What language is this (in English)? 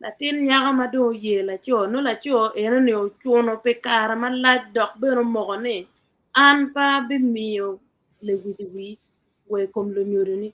Acoli